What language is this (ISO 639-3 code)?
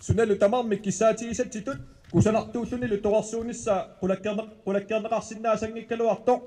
kal